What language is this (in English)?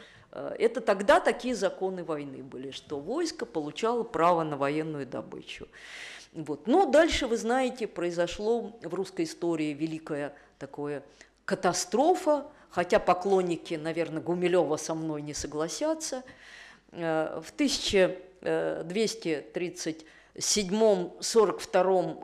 Russian